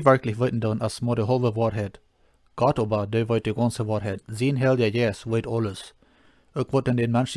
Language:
Plautdietsch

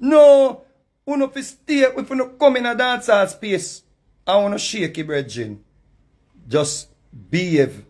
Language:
Jamaican Creole English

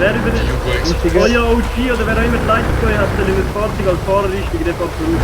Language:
Swiss German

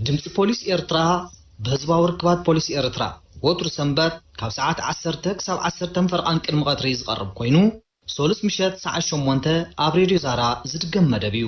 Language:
Tigrinya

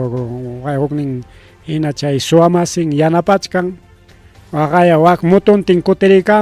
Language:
Ayacucho Quechua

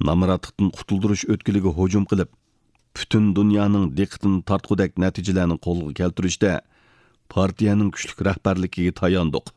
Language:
Uyghur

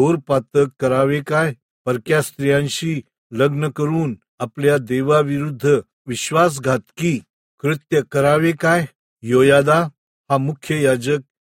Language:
Marathi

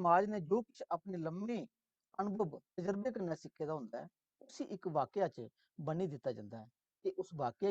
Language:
Dogri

